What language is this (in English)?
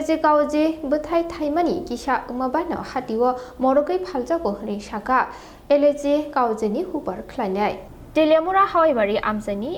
Kok Borok